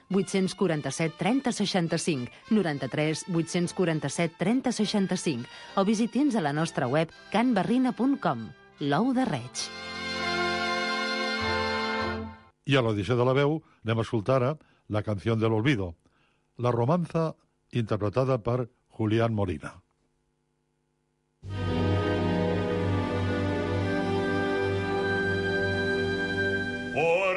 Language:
Catalan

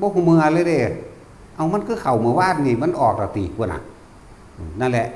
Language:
Northeastern Thai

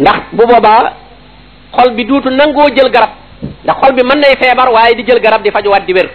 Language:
Wolof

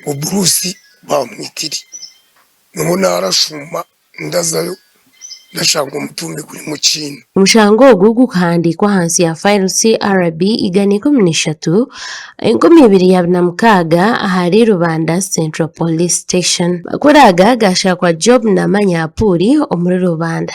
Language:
Nyankole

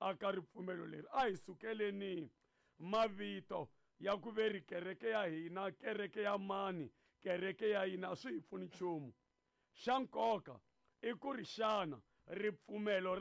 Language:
Tsonga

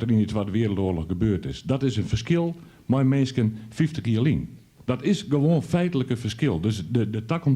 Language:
Western Frisian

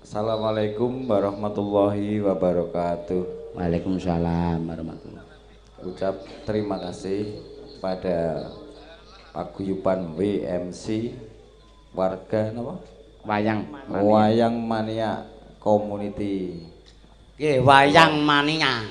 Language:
Javanese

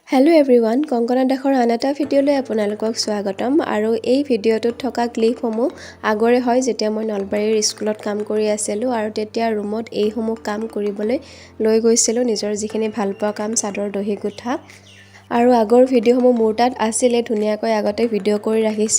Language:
Assamese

